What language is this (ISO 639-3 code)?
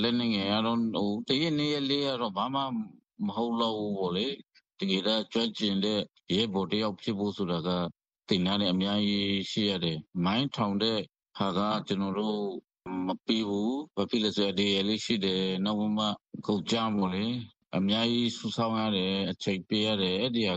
mya